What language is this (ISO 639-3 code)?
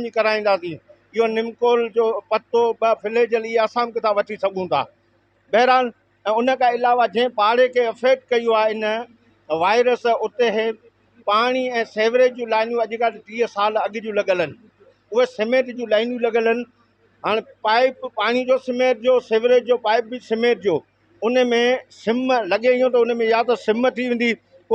snd